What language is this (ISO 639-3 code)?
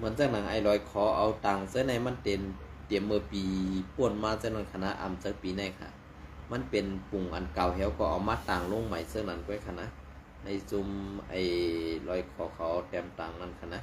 shn